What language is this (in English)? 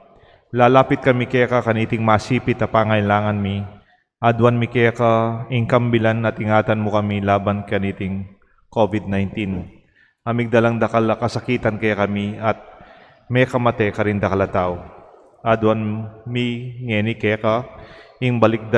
Pampanga